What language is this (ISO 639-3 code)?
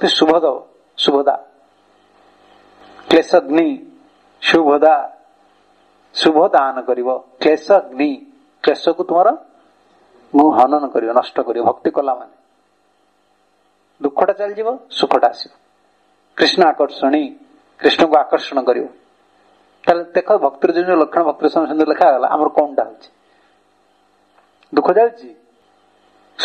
ori